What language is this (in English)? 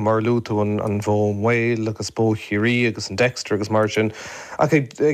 Irish